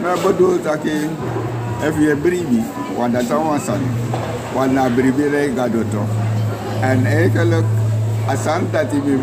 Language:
Sranan Tongo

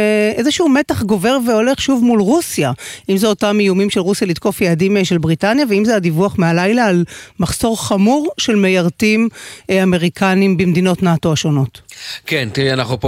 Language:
Hebrew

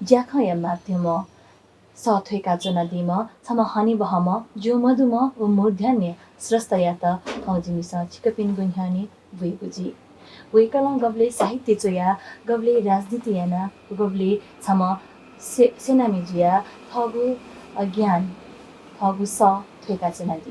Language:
Newari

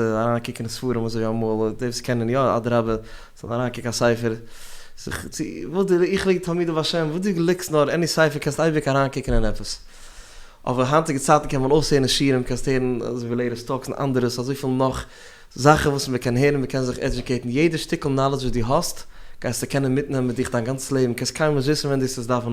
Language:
Yiddish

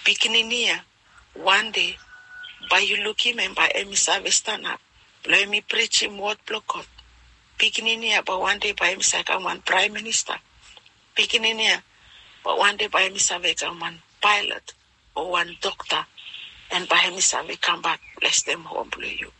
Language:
Bislama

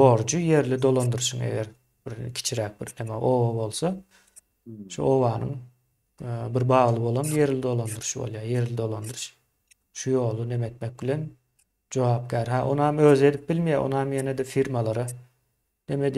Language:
Turkmen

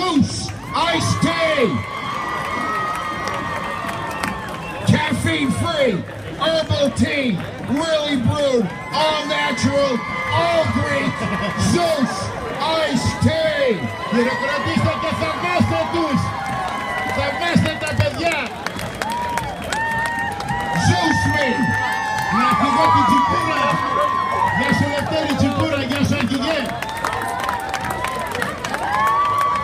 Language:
Greek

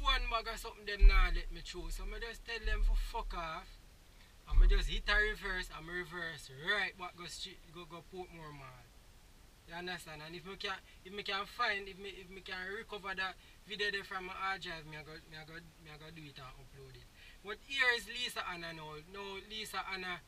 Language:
Jamaican Creole English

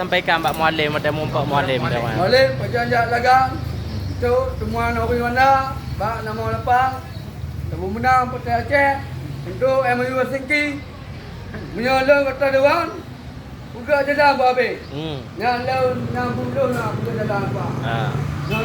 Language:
Achinese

